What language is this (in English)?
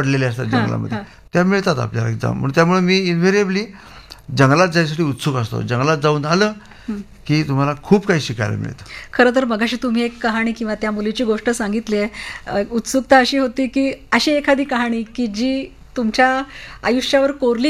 Marathi